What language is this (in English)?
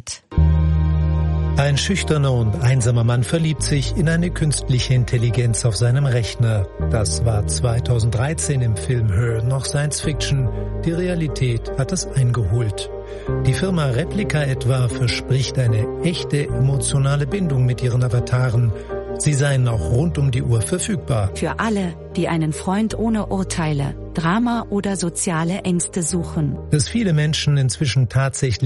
German